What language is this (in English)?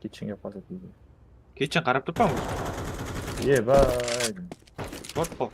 Kara-Kalpak